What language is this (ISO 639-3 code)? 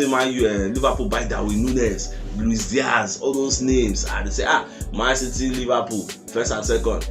pcm